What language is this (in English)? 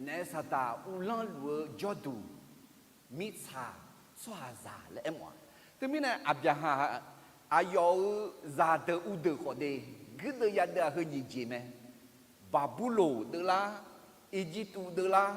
Akha